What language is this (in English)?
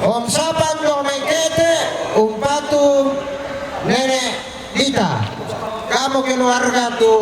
Toraja-Sa'dan